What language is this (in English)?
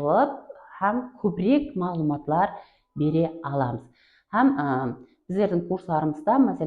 Kara-Kalpak